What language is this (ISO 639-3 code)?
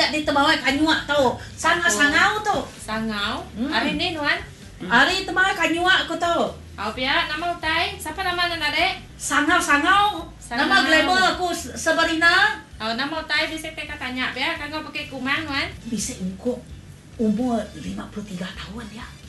iba